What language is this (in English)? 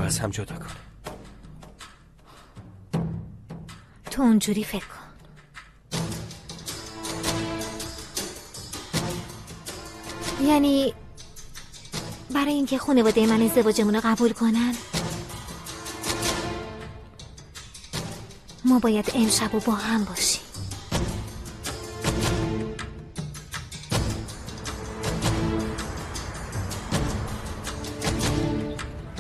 Persian